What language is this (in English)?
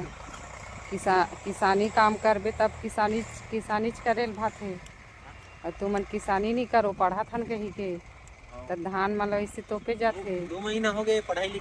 Chhattisgarhi